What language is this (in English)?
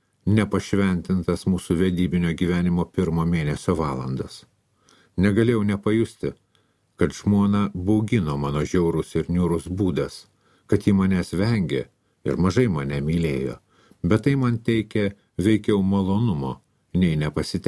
Lithuanian